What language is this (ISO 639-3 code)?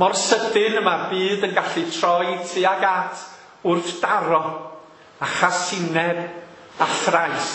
cym